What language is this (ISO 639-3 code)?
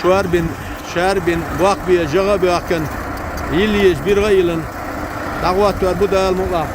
che